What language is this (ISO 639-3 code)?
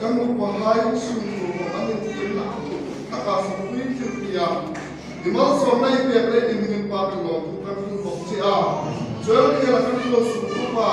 hmr